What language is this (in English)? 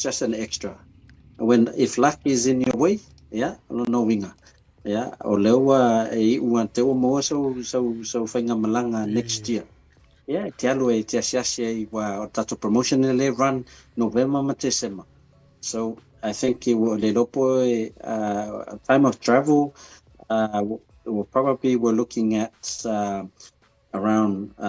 Samoan